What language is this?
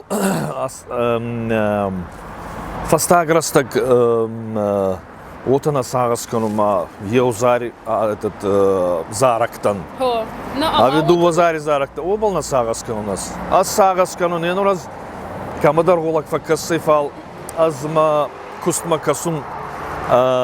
Ossetic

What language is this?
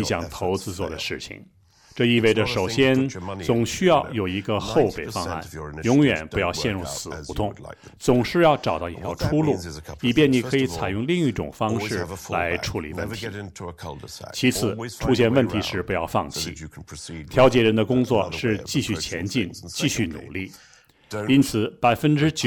Chinese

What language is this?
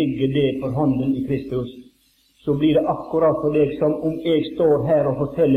Norwegian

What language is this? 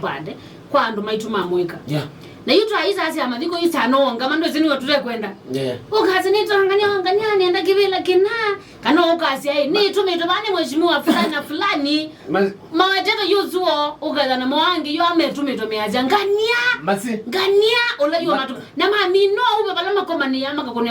Kamba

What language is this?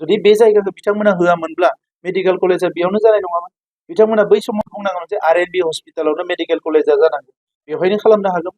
Bodo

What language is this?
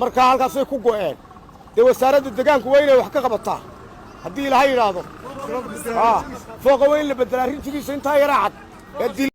Somali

